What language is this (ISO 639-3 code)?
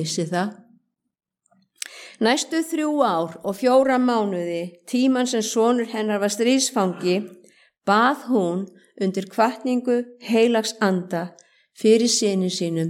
isl